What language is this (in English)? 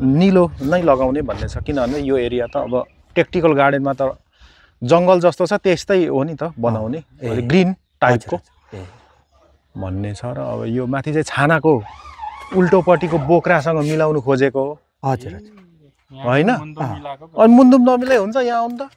Nepali